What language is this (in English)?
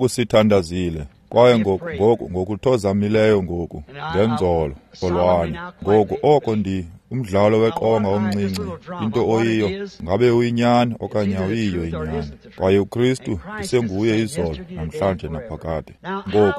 Xhosa